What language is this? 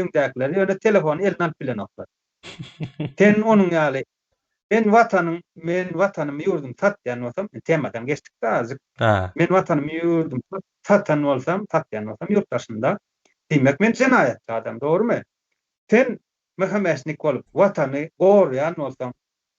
Turkmen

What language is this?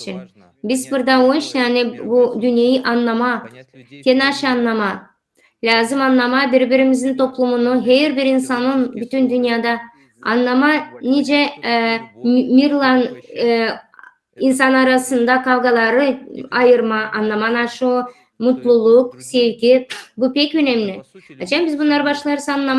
Gagauz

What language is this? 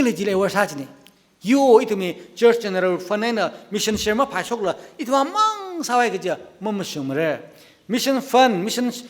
Tangkhul Naga (India)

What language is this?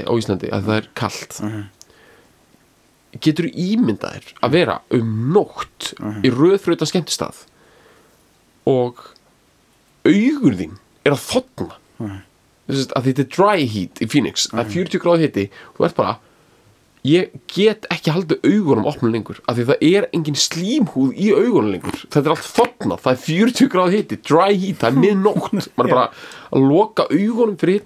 Icelandic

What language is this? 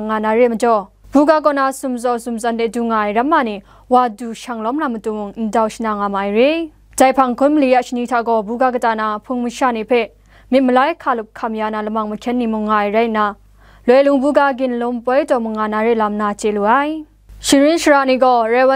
Kachin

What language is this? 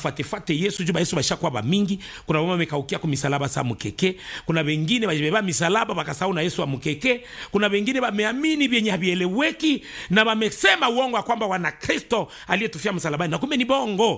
Swahili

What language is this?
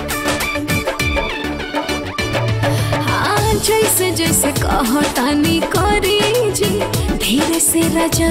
Bhojpuri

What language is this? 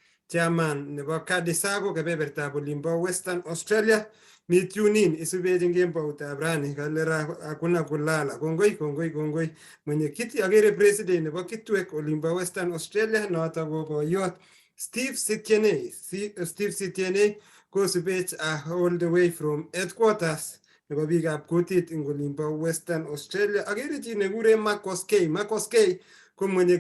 Kalenjin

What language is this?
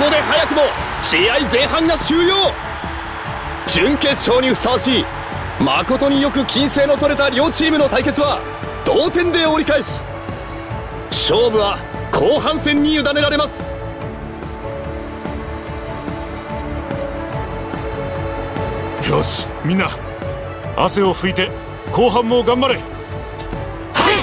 Japanese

